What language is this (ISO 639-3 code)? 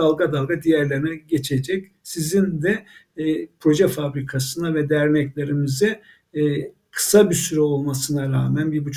tur